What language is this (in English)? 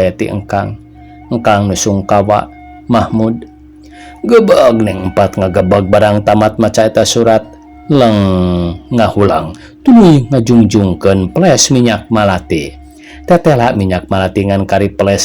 Sundanese